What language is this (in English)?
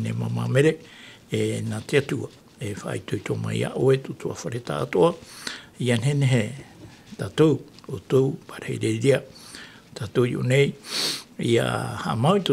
Tahitian